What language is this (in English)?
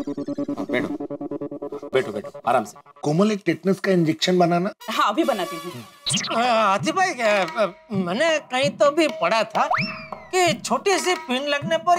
Hindi